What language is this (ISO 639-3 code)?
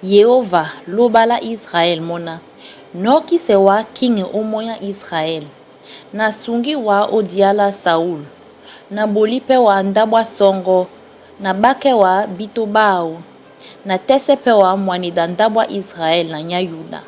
dua